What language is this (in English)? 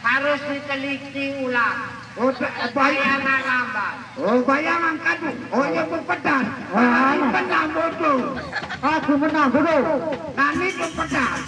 Sasak